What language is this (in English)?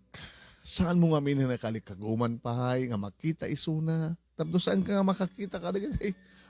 Iloko